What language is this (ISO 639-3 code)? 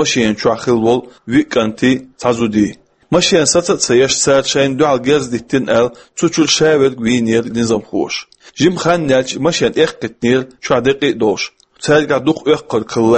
che